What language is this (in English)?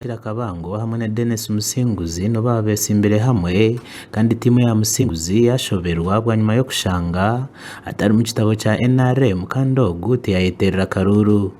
Nyankole